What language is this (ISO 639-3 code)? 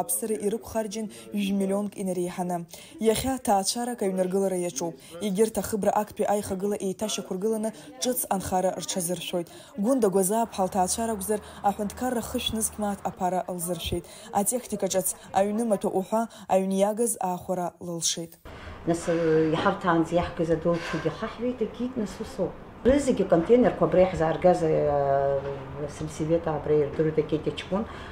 abk